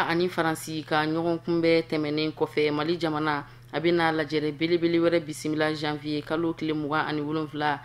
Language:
Bambara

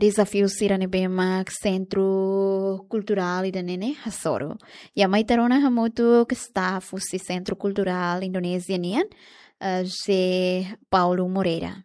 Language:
Tetum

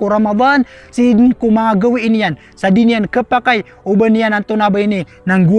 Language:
Maranao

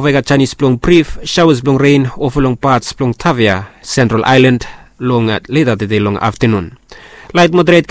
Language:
Bislama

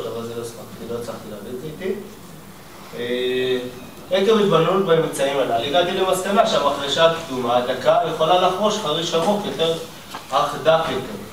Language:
Hebrew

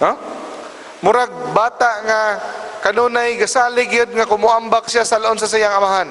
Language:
Cebuano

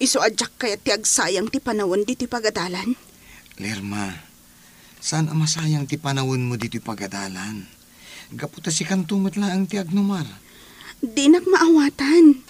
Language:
Iloko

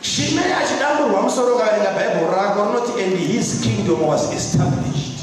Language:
Shona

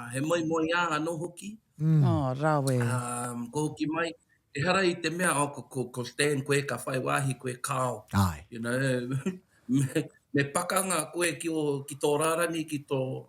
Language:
Māori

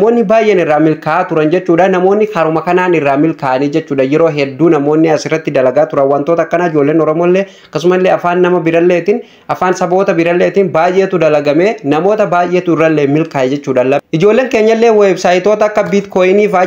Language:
Oromo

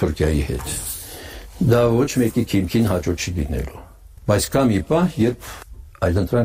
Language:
Armenian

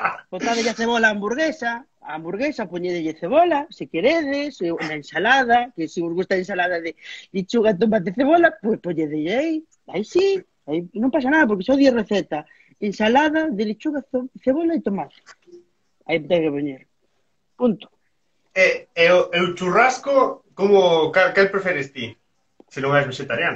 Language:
Galician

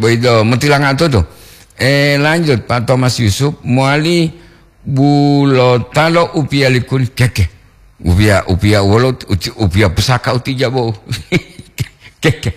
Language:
Gorontalo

